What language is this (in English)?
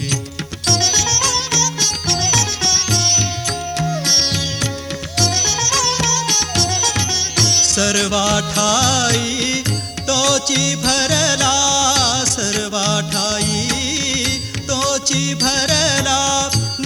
Marathi